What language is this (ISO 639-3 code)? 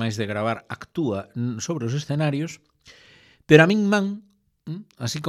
glg